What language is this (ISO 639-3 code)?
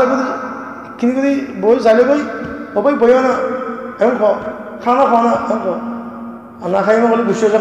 rhg